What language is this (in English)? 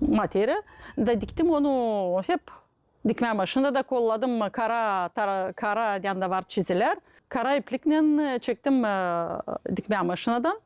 Gagauz